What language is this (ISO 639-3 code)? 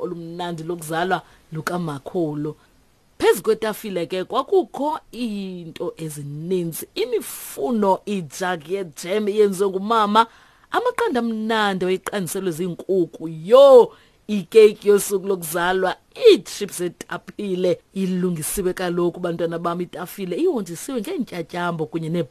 xho